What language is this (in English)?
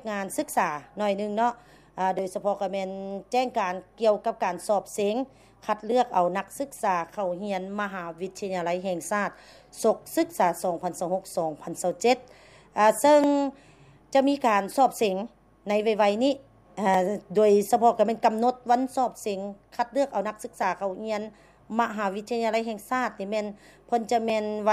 Lao